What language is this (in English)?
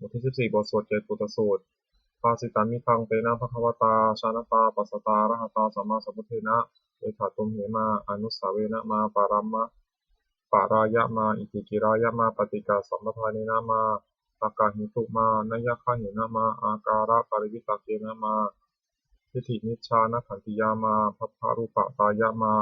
Pali